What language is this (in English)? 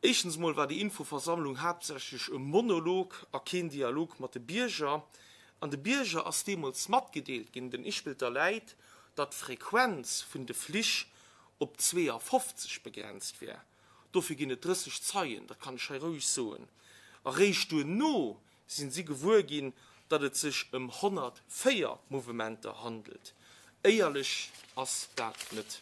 Luxembourgish